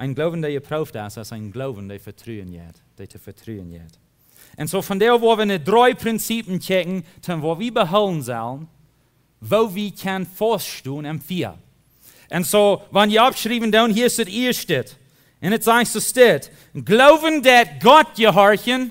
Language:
Plautdietsch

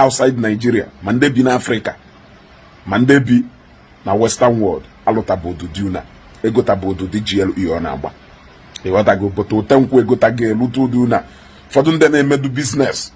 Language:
Igbo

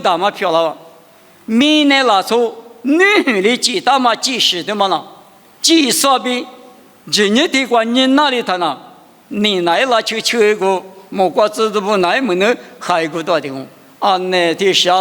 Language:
Lisu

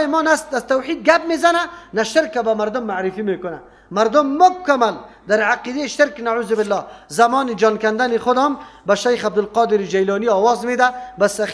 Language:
Persian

